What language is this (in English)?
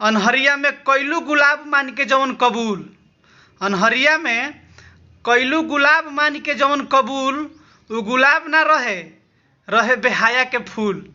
Bhojpuri